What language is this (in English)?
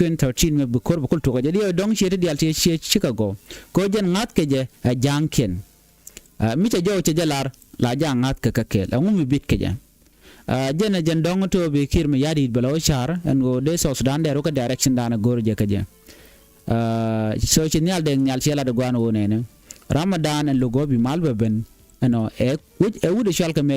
Nuer